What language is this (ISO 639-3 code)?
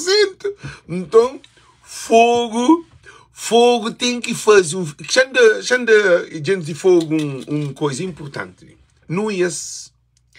kea